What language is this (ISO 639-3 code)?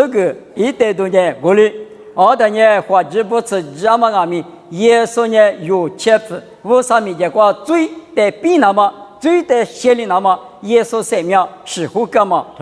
lis